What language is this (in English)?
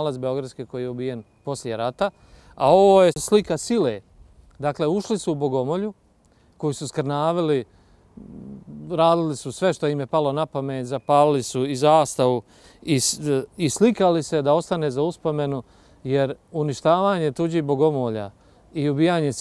Bosnian